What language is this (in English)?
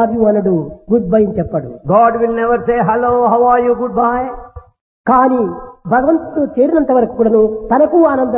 Telugu